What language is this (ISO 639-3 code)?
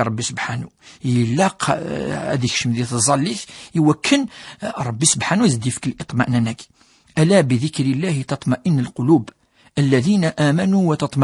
kab